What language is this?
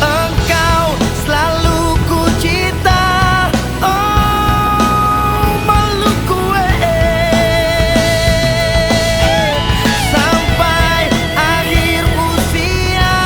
Ambonese Malay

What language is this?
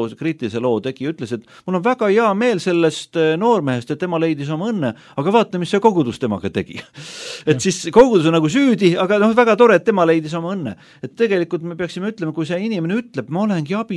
Estonian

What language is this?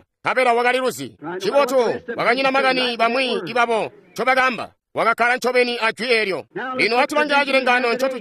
Tonga (Zambia)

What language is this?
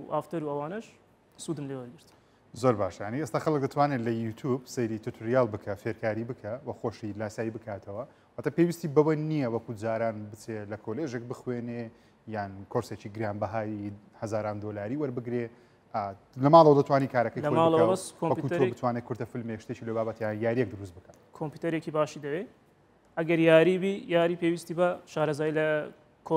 Central Kurdish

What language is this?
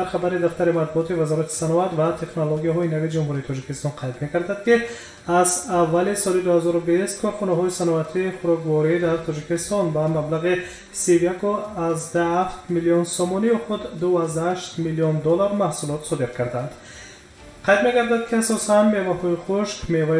Tajik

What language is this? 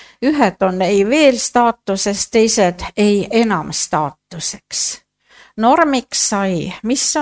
Estonian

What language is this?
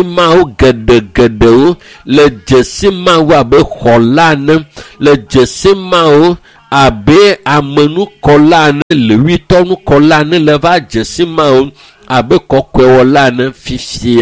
Ewe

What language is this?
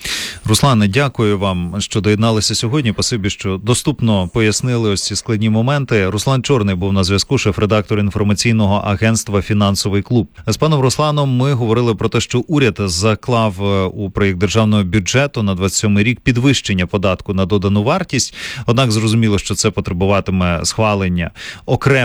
Ukrainian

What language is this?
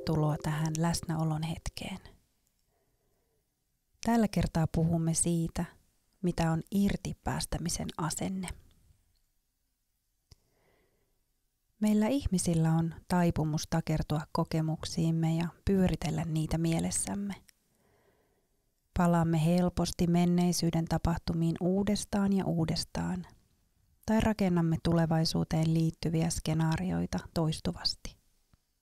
Finnish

